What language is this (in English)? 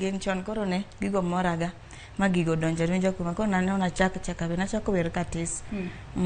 Luo (Kenya and Tanzania)